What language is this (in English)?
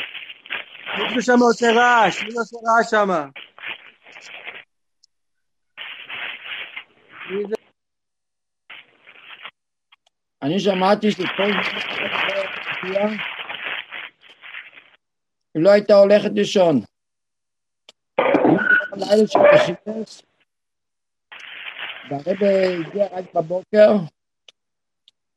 Hebrew